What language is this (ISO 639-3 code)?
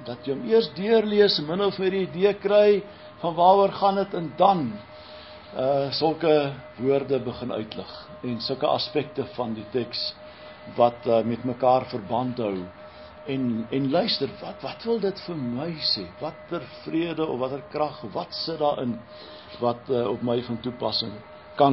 afr